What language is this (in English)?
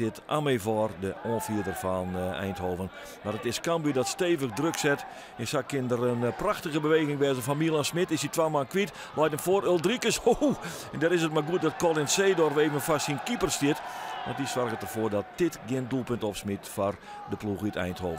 Western Frisian